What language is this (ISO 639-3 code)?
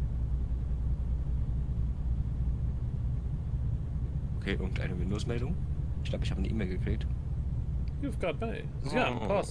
deu